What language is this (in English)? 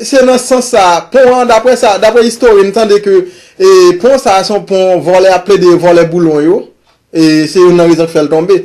Haitian Creole